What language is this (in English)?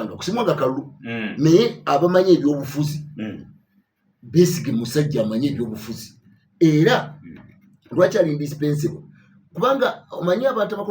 Ganda